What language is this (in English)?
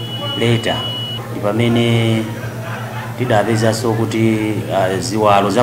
Nyanja